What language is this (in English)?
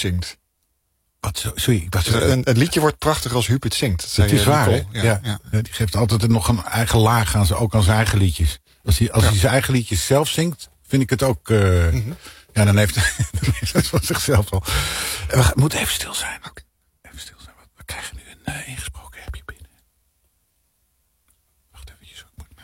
Dutch